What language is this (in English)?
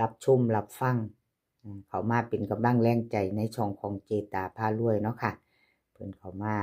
Lao